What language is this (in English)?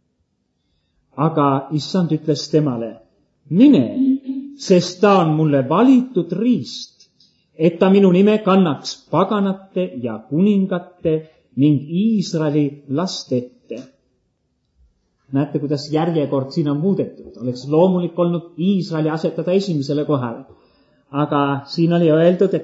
Estonian